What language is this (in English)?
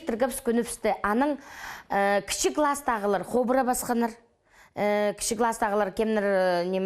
Khakas